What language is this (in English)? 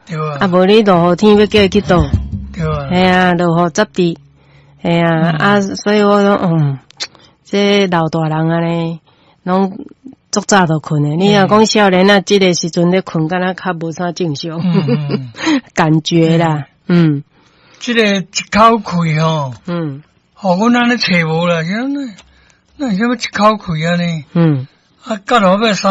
Min Nan Chinese